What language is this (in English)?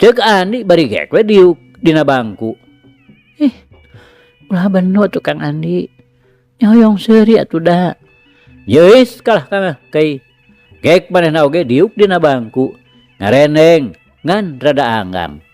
Sundanese